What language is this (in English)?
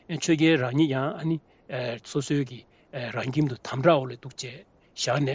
Tibetan